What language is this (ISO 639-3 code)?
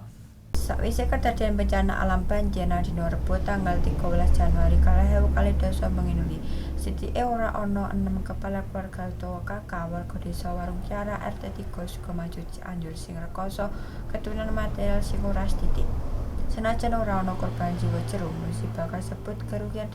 jav